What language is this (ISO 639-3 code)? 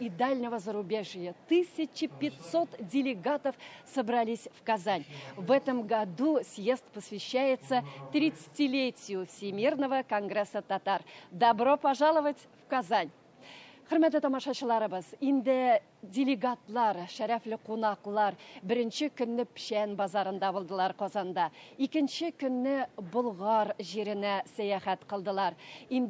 tat